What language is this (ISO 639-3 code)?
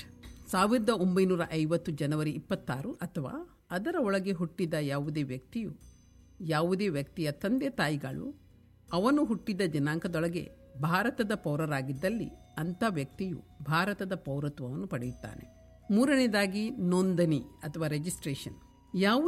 kan